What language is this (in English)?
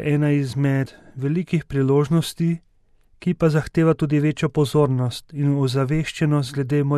Slovenian